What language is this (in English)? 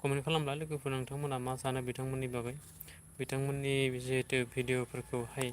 Bodo